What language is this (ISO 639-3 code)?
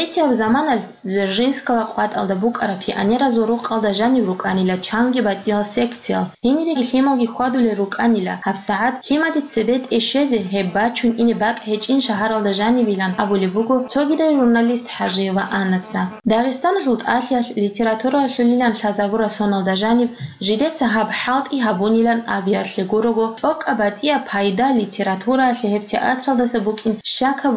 ava